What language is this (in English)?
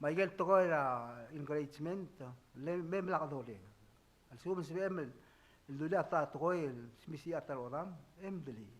Palauan